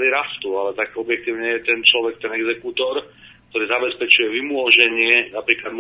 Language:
Slovak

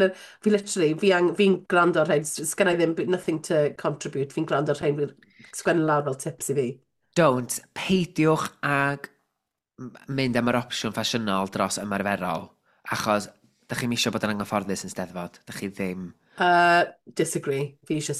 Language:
Welsh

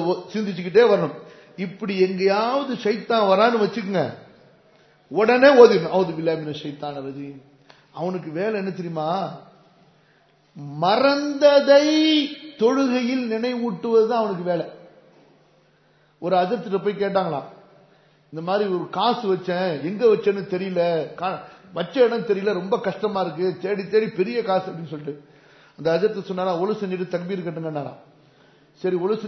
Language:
Tamil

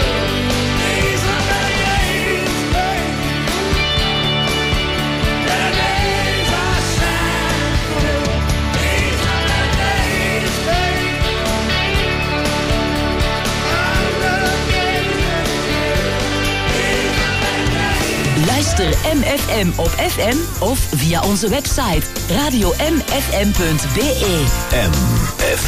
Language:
Dutch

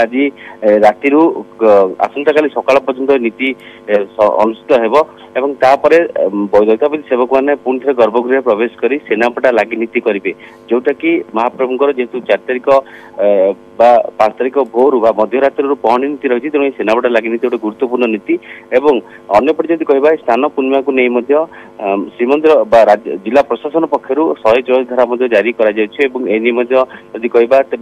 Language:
Odia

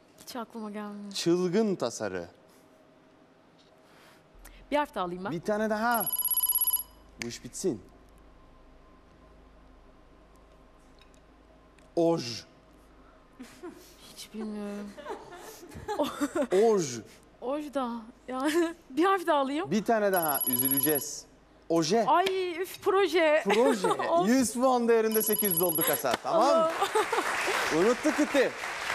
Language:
Turkish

